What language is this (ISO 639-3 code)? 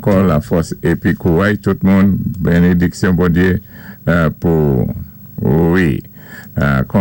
acf